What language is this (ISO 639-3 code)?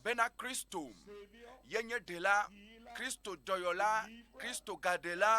ewe